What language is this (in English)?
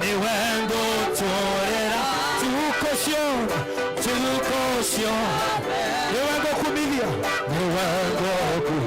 Meru